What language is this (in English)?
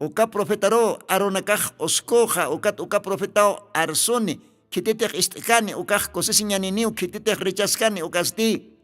Aymara